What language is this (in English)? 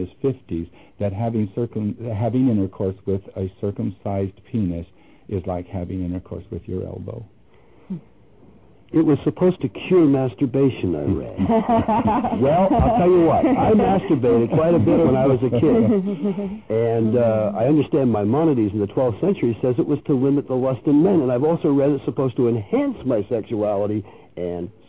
English